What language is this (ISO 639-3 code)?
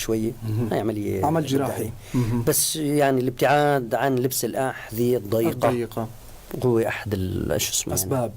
apc